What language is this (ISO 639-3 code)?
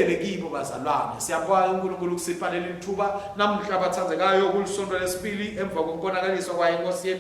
ssw